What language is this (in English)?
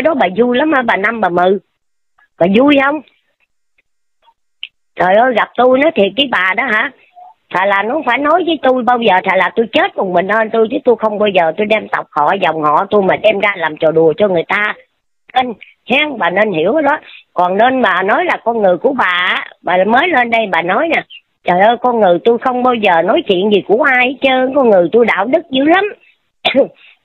Vietnamese